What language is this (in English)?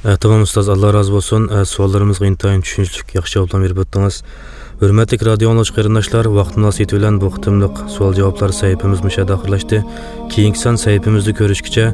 Uyghur